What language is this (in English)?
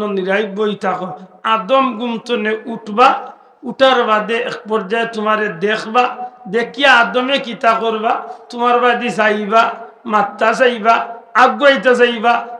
Sylheti